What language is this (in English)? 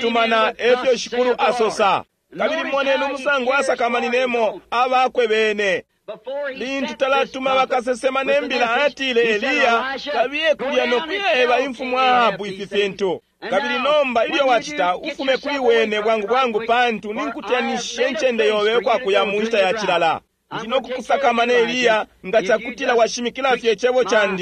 Bemba